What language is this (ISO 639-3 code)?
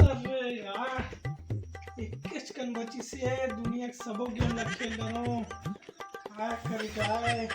hne